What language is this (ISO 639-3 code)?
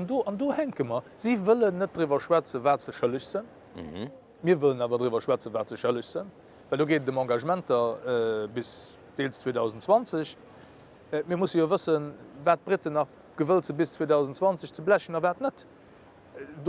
ltz